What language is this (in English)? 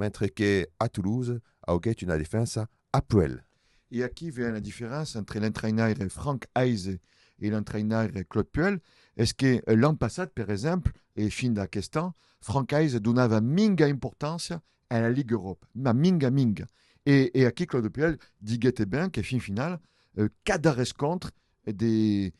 Occitan